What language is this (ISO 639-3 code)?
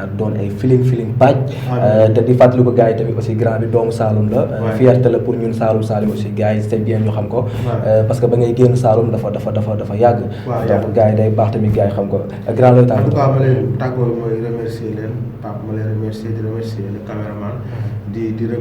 wol